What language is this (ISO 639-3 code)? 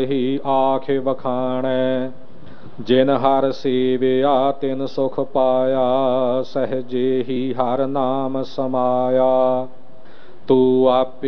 pan